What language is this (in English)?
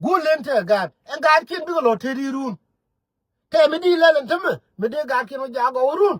Nuer